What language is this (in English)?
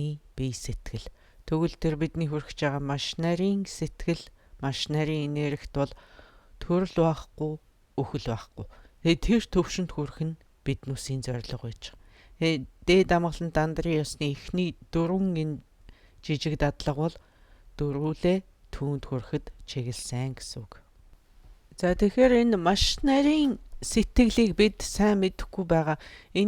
Mongolian